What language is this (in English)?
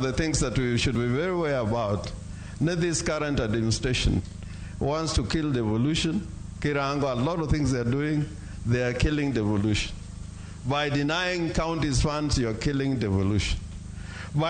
Luo (Kenya and Tanzania)